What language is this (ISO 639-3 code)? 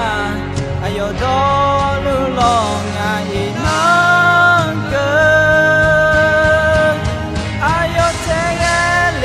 ahk